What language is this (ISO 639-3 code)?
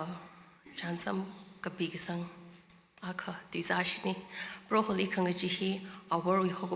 nmf